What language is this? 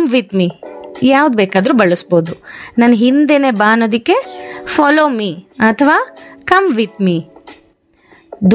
Kannada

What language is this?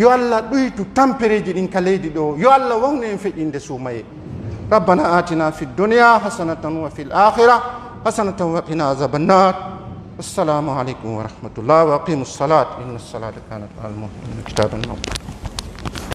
Pular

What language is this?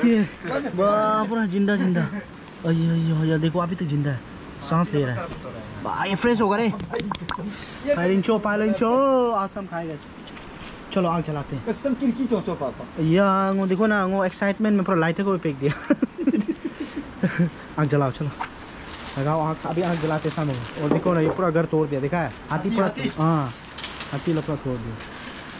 Hindi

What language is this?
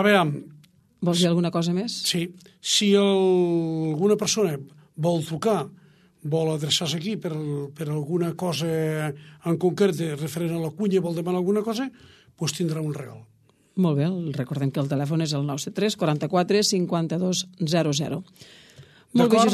Catalan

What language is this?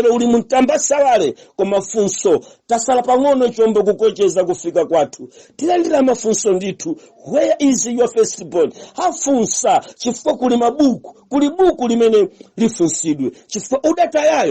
Nyanja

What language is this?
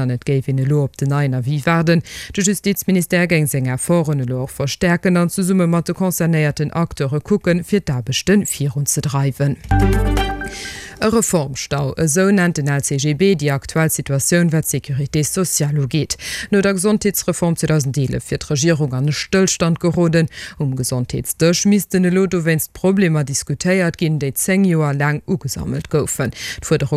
Luxembourgish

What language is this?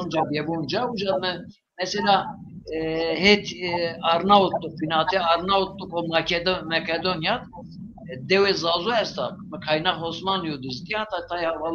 Zaza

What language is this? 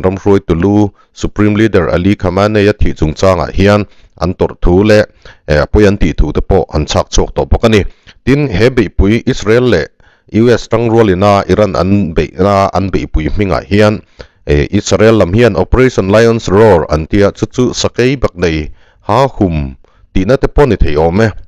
Mizo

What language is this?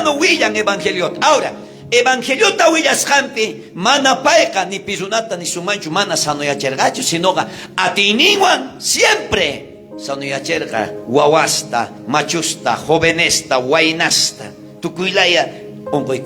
South Bolivian Quechua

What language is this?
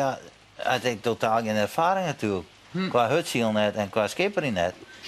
Western Frisian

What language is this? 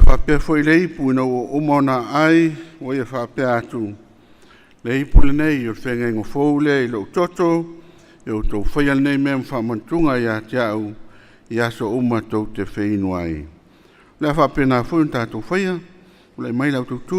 Samoan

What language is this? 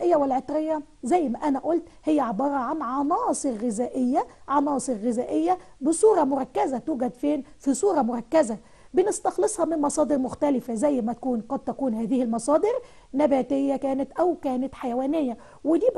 Egyptian Arabic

